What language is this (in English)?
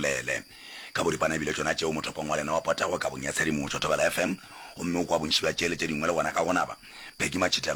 Northern Sotho